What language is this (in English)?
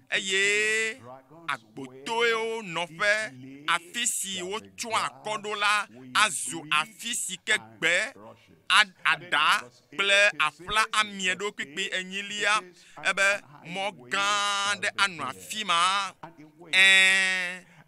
Ewe